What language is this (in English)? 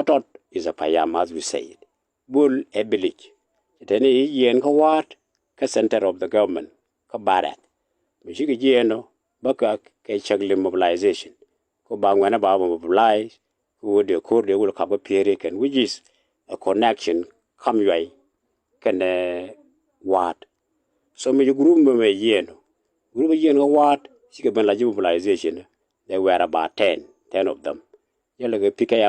Nuer